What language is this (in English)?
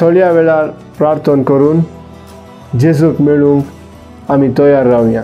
Konkani